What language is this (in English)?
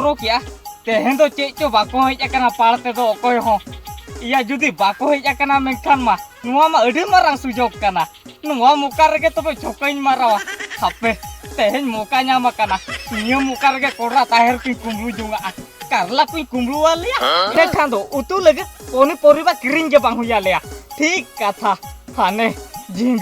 Santali